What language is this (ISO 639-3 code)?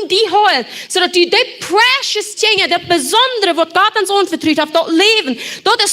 pdt